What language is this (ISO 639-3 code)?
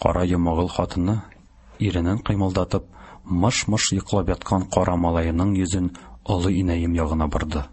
tat